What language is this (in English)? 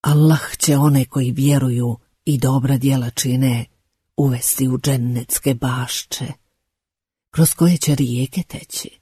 Bosnian